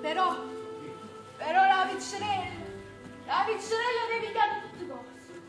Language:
Neapolitan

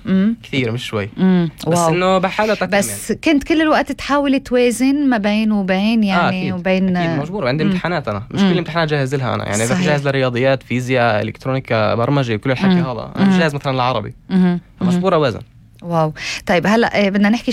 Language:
North Levantine Arabic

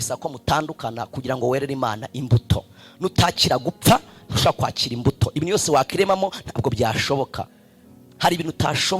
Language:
Kinyarwanda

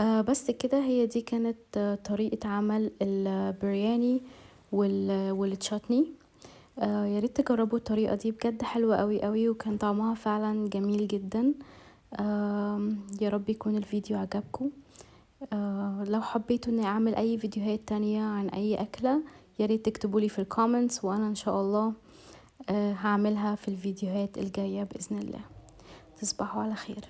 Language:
Egyptian Arabic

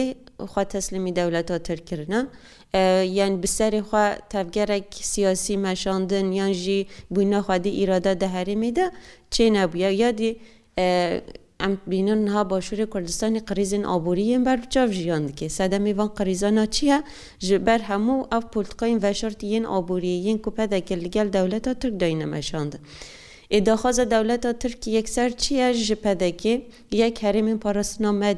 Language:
Kurdish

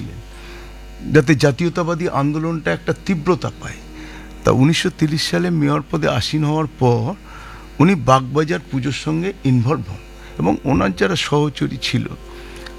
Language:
Bangla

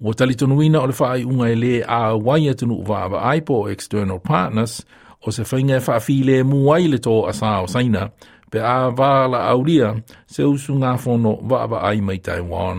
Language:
Samoan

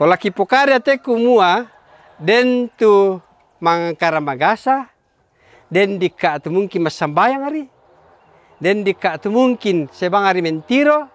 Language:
Toraja-Sa'dan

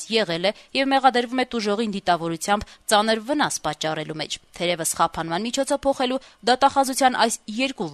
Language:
Armenian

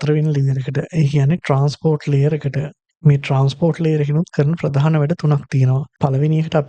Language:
Sinhala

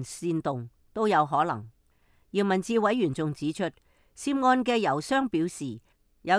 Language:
Cantonese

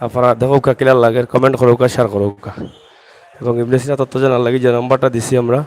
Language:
Sylheti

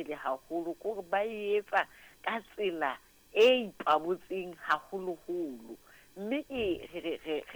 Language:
Southern Sotho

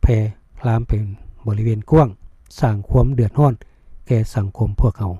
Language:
Lao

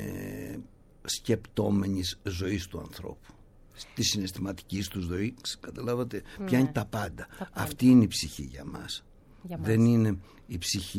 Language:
Greek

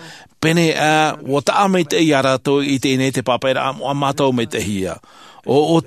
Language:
Tahitian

